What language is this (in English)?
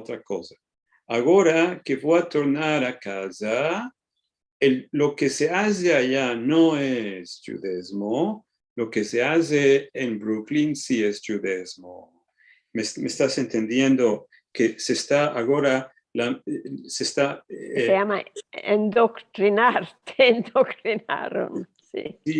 Ladino